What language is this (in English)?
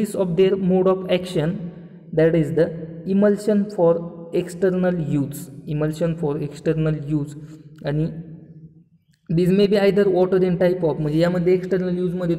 Marathi